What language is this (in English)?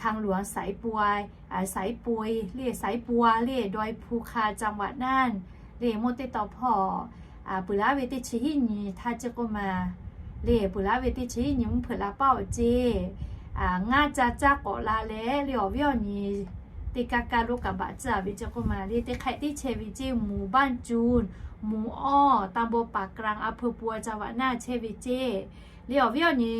Lahu